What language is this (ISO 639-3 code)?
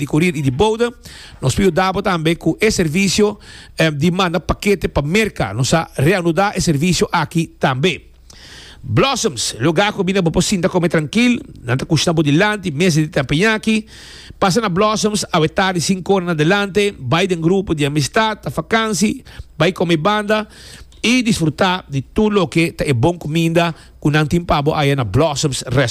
pap